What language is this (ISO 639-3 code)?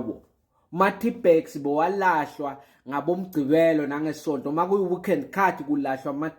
zul